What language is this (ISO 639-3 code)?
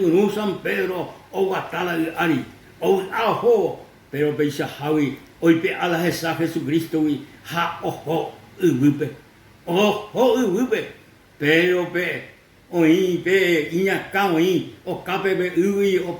grn